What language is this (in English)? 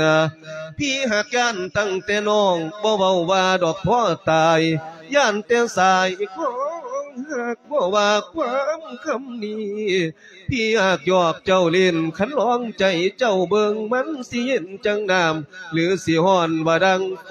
Lao